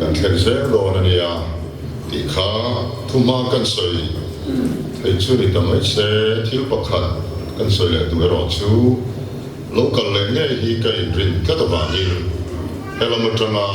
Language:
Mizo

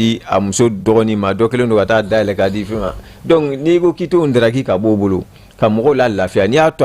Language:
Bambara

